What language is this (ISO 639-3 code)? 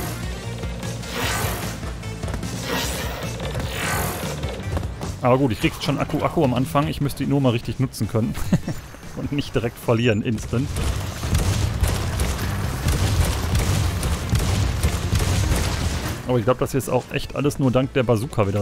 deu